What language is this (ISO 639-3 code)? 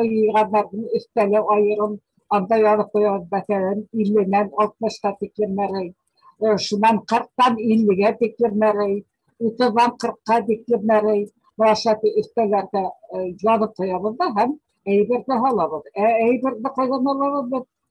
bak